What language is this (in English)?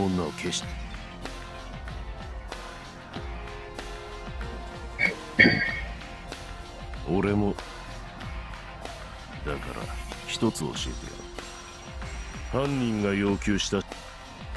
Japanese